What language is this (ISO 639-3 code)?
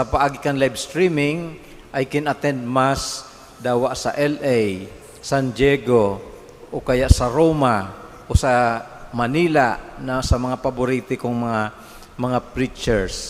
bik